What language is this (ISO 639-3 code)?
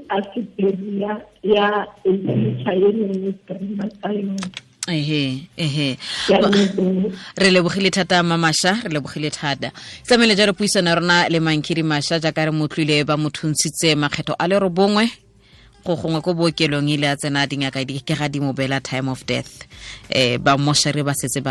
tsn